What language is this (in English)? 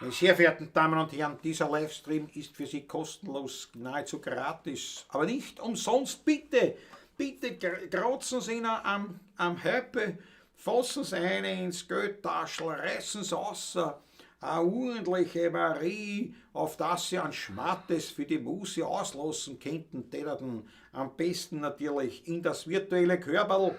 Bavarian